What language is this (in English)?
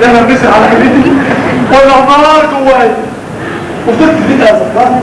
Egyptian Arabic